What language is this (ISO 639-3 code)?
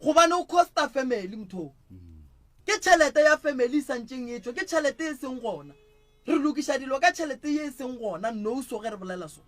nso